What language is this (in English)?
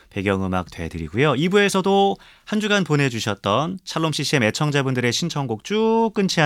Korean